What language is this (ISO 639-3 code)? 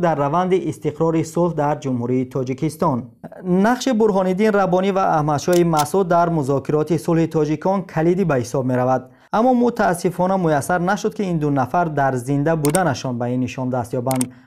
tgk